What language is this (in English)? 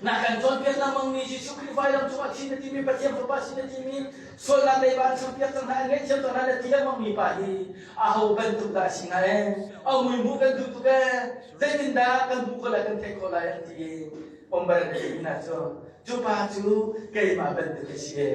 Hakha Chin